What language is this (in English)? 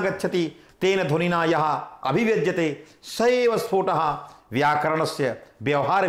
Sanskrit